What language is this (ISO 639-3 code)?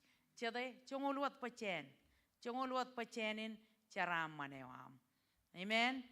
mah